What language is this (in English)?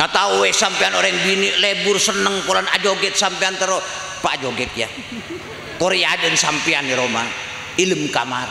Madurese